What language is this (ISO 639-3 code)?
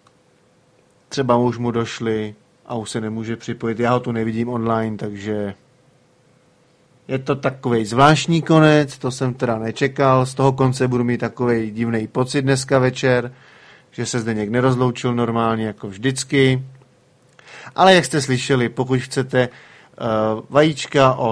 ces